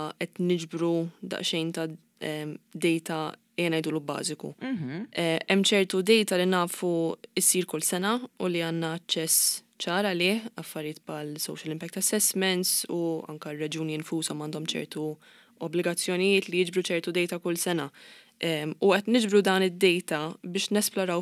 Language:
Maltese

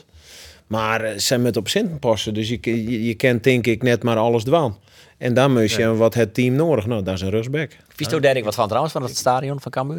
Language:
Western Frisian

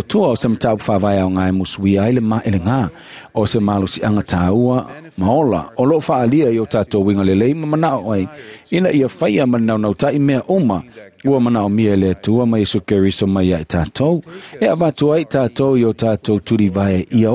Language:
Samoan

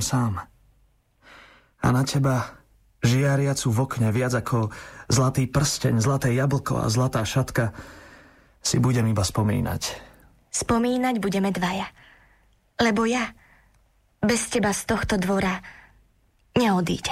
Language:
Slovak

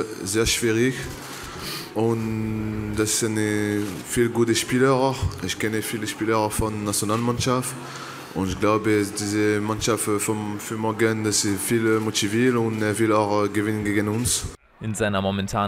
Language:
German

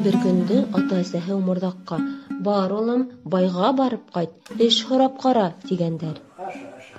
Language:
Bashkir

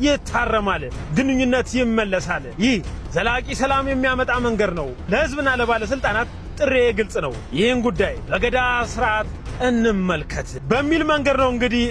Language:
Amharic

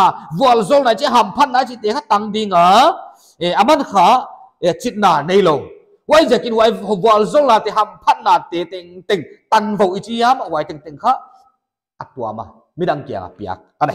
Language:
Paite Chin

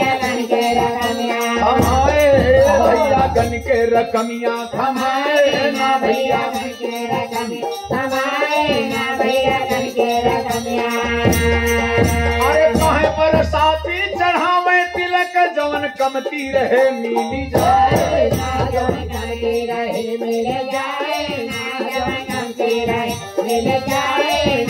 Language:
Bhojpuri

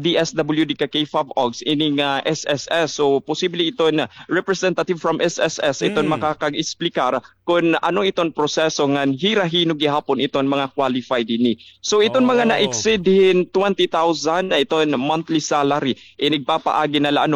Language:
Waray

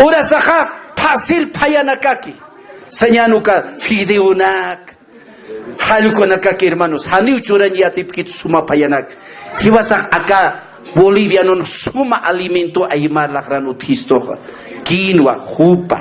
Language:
Aymara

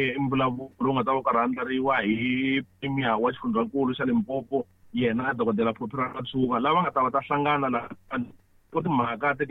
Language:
Tsonga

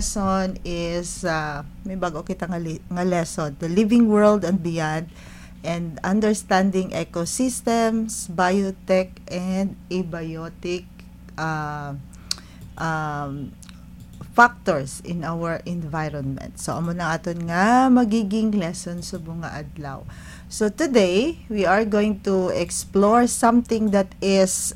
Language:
Hiligaynon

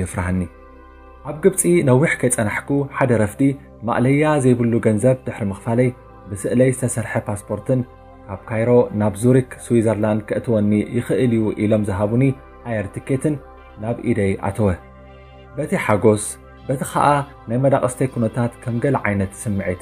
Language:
Tigrinya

